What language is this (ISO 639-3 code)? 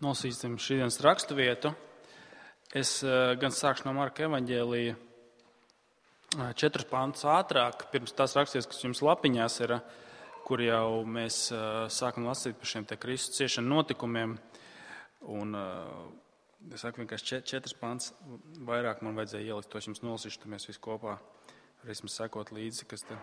lav